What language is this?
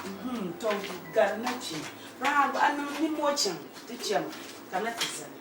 Dagbani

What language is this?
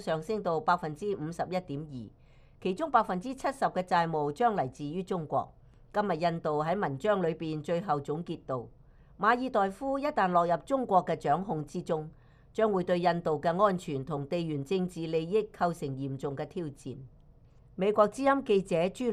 Cantonese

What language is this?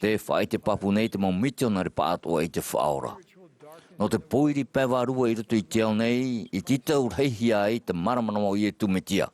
Tahitian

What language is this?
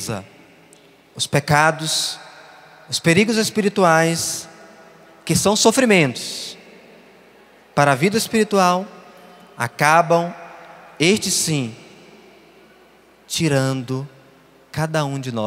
Portuguese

